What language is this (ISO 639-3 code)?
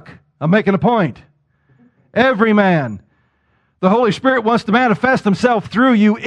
eng